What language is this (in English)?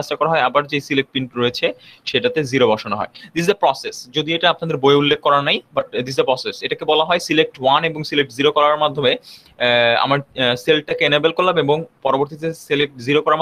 Bangla